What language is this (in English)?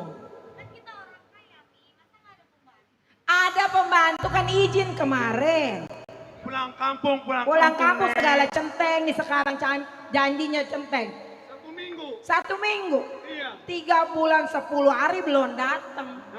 Betawi